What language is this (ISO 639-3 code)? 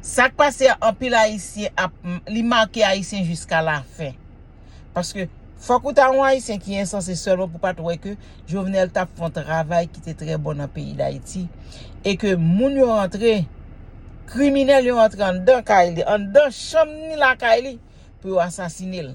hat